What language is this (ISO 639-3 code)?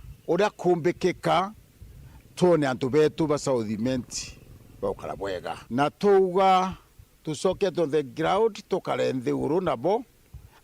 mer